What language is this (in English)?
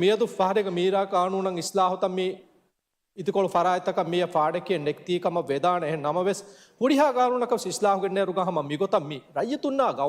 Divehi